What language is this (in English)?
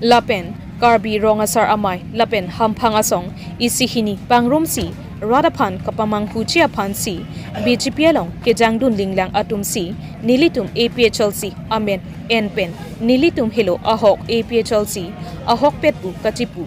Karbi